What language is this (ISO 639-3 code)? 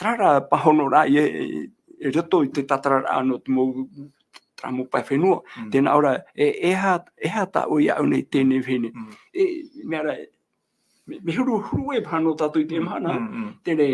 tah